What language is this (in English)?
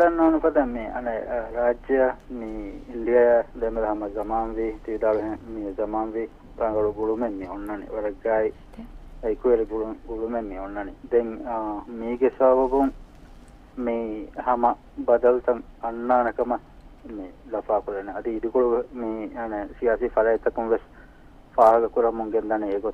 Divehi